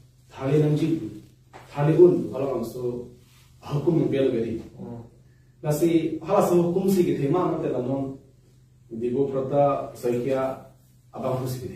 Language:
Karbi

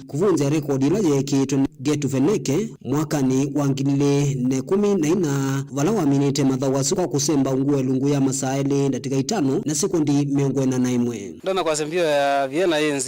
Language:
Kamba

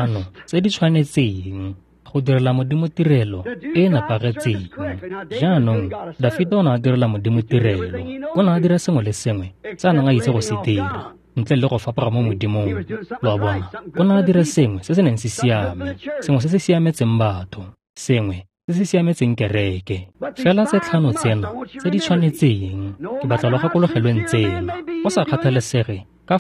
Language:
Tswana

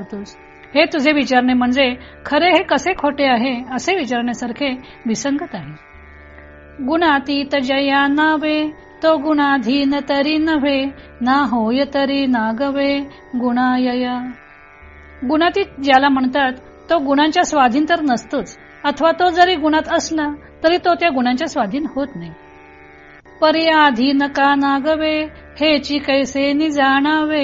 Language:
Marathi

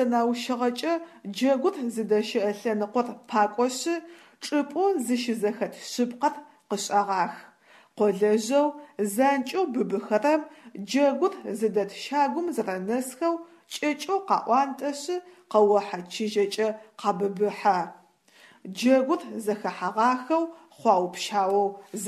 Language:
Adyghe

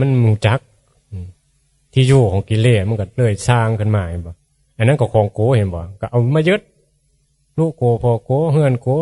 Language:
Northeastern Thai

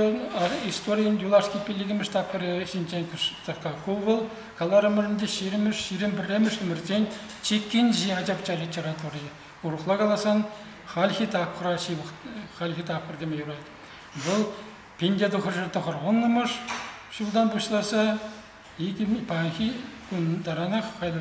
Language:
Chuvash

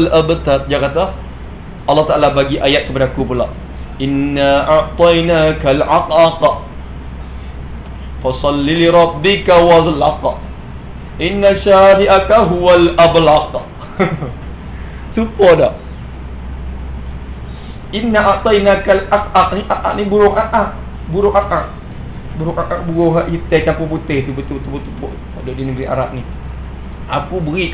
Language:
Malay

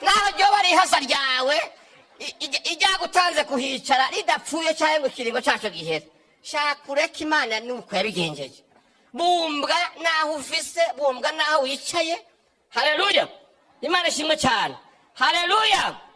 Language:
Rundi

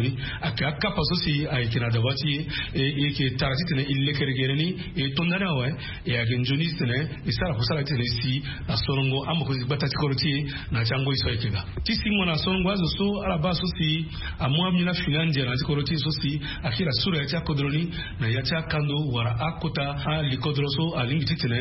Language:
Sango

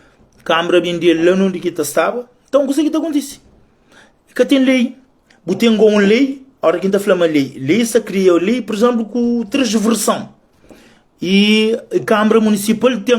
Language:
Kabuverdianu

